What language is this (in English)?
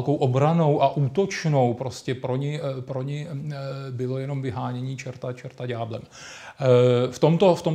Czech